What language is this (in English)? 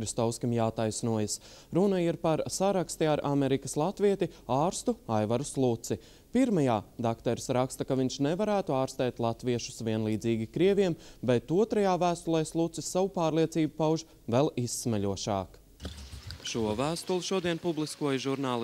Latvian